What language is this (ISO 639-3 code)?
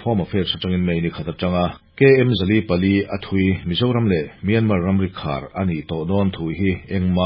lus